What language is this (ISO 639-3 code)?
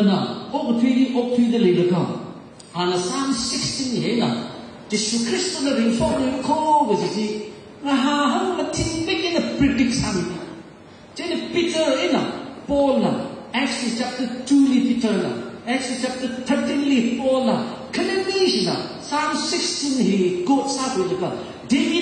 nmf